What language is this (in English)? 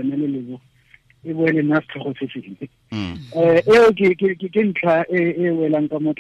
Tswana